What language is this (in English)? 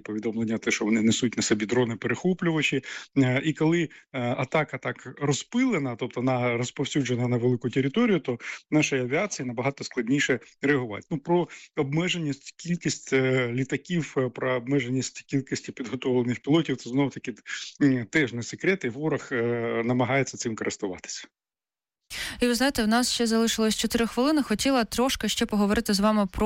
Ukrainian